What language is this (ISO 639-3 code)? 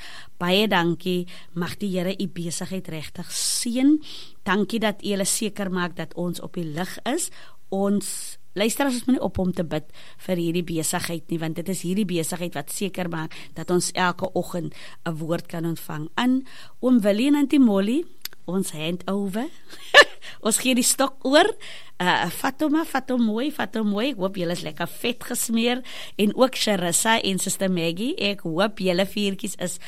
afr